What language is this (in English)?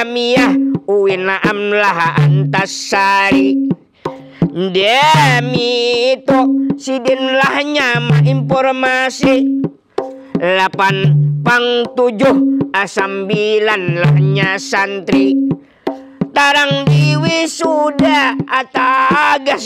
Banjar